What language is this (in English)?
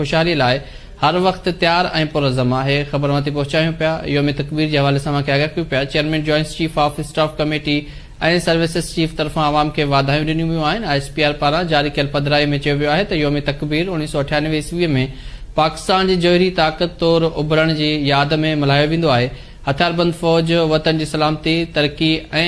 Sindhi